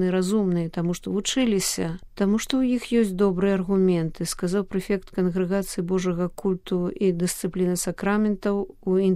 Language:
Belarusian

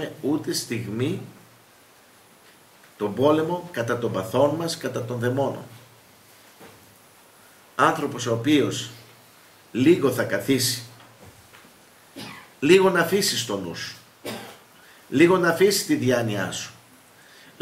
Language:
Greek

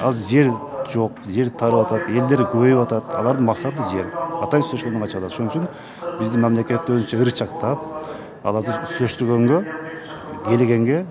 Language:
Kyrgyz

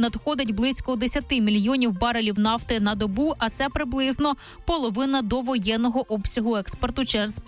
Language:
Ukrainian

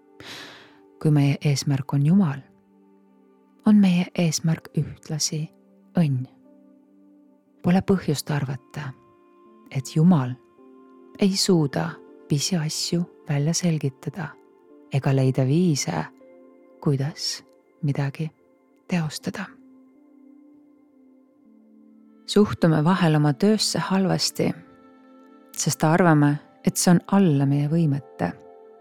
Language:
Estonian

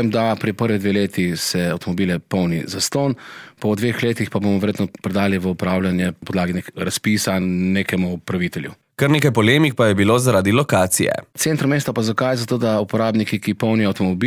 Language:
Slovenian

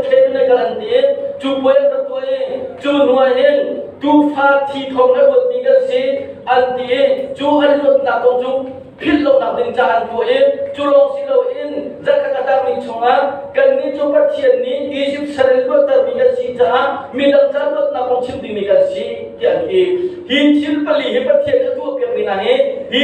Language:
Hakha Chin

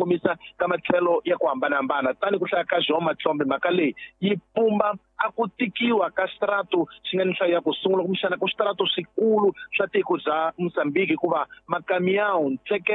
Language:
Tsonga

